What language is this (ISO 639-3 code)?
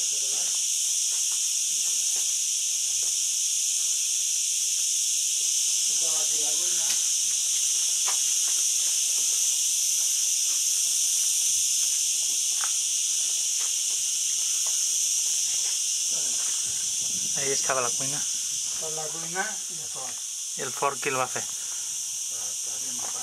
cat